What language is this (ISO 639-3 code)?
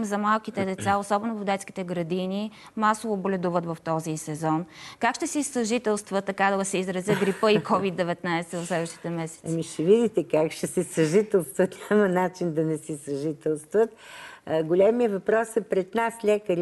bul